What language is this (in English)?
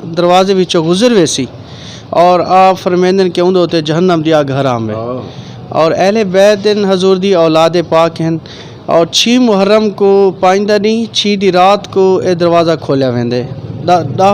Saraiki